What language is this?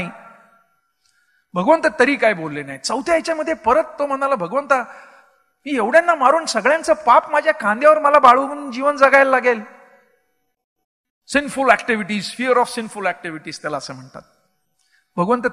Marathi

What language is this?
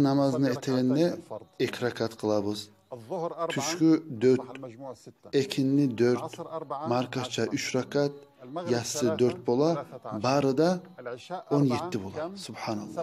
Kumyk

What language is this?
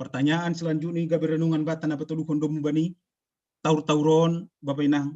Batak Simalungun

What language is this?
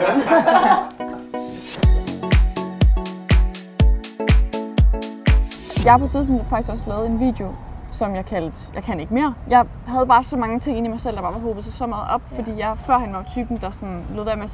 Danish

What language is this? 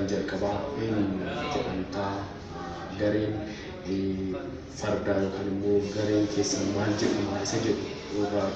Oromo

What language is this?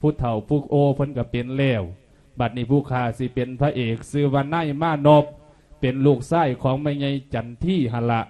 Lao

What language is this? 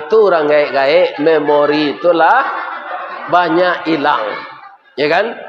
Minangkabau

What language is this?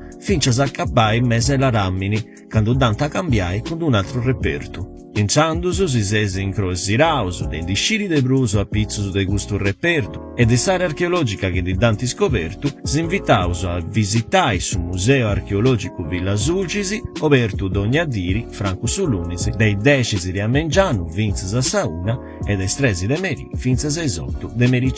Sardinian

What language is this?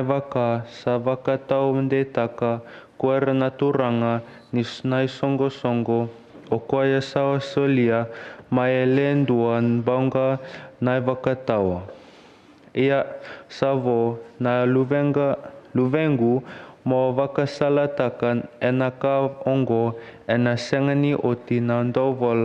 Fijian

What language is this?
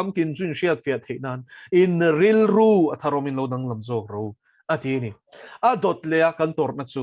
Mizo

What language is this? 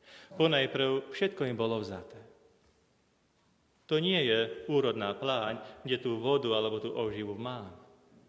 Slovak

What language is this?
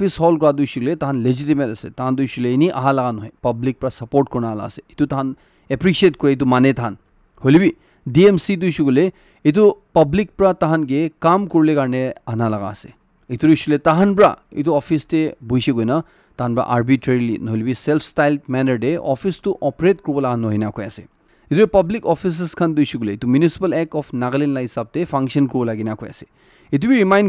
Naga Pidgin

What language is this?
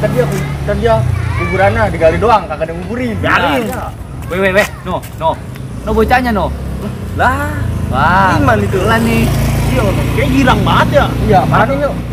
Betawi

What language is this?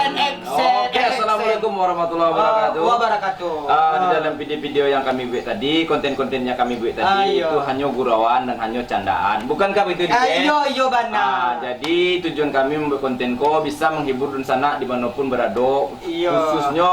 Minangkabau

